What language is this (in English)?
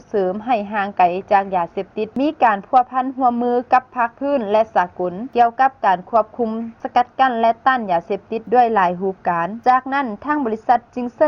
Lao